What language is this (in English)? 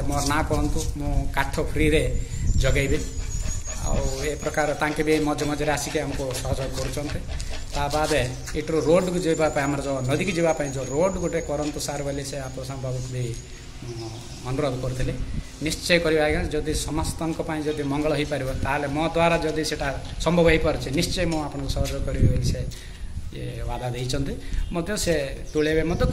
Odia